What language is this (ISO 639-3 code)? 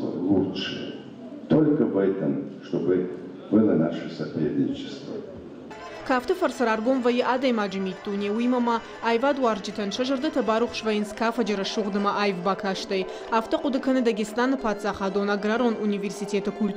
oss